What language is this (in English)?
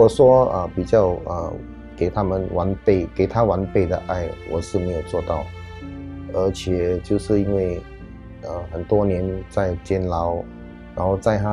Chinese